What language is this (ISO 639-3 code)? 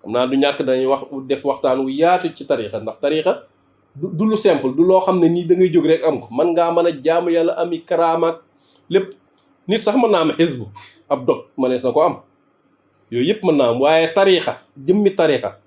wol